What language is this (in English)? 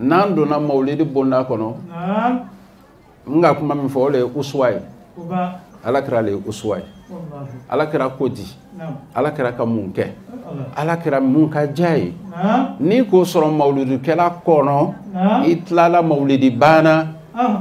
Bambara